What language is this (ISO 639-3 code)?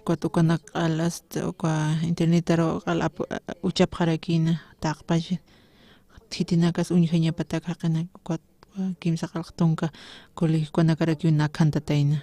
aym